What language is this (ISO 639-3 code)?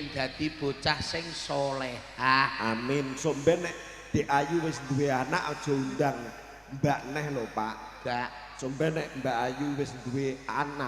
jav